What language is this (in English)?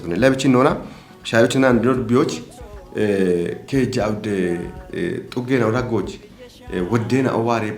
Kafa